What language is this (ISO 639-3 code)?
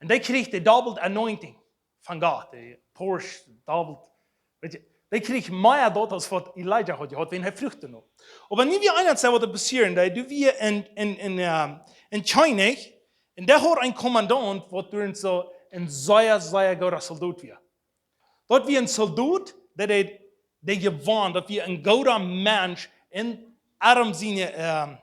pdt